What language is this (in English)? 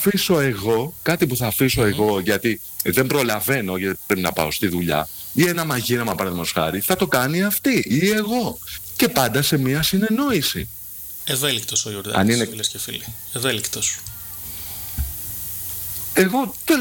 Greek